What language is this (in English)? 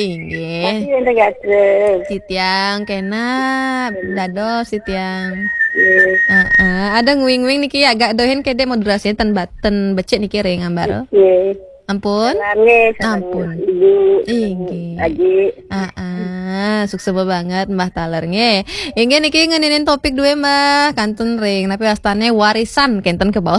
Balinese